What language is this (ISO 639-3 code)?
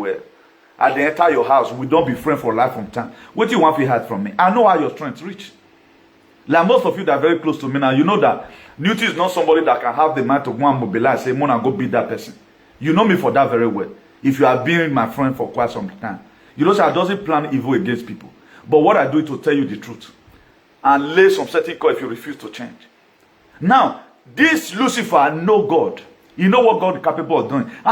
pcm